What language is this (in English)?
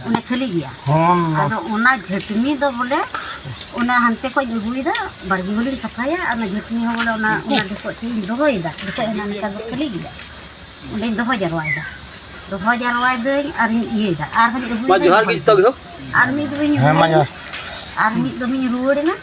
Santali